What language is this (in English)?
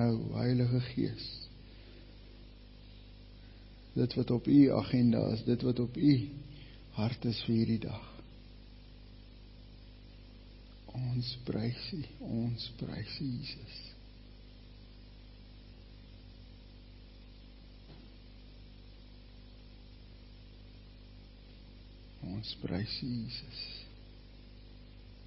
Afrikaans